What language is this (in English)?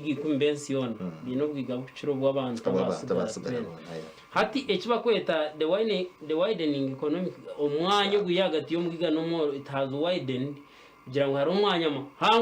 Nyankole